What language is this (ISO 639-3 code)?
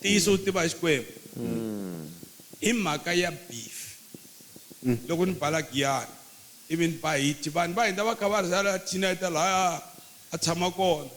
tso